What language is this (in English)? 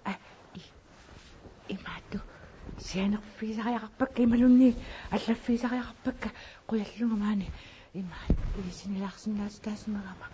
Kalaallisut